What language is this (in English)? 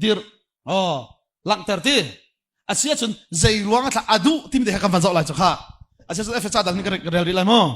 Hakha Chin